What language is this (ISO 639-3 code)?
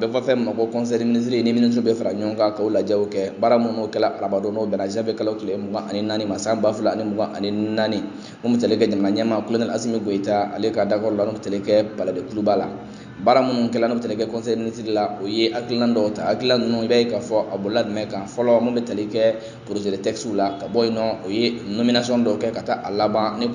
bam